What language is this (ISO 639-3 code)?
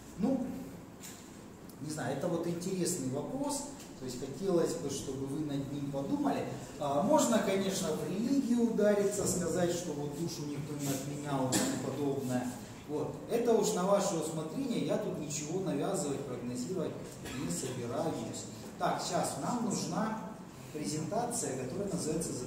rus